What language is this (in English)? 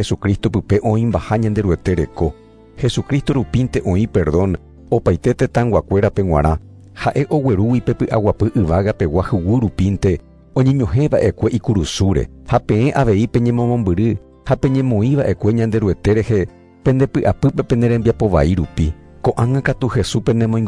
Guarani